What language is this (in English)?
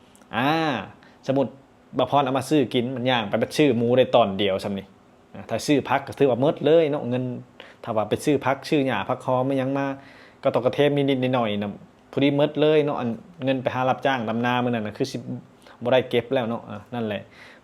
Lao